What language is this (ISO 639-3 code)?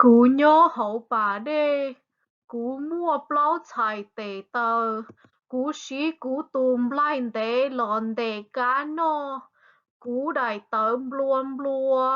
hmn